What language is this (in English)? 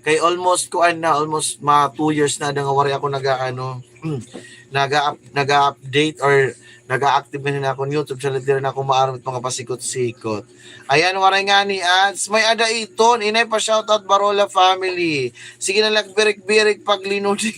Waray